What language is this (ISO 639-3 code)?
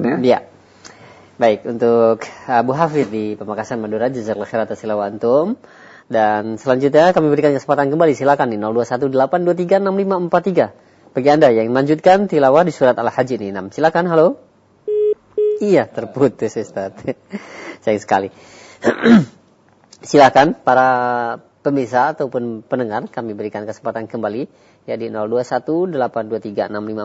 ind